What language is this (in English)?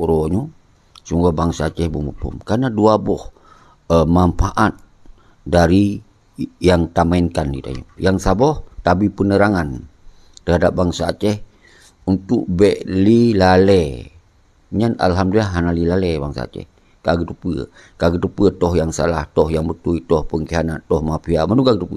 Achinese